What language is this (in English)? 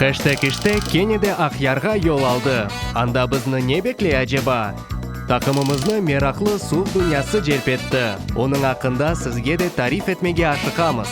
Crimean Tatar